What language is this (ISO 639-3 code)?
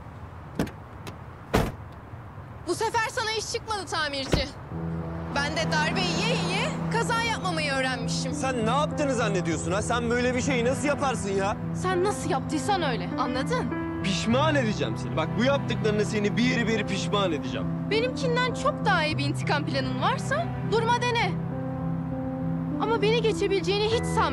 tur